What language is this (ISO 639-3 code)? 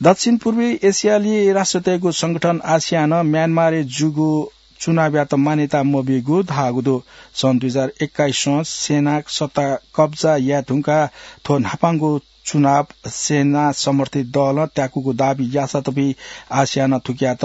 new